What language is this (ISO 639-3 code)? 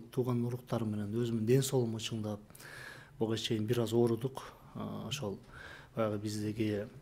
kir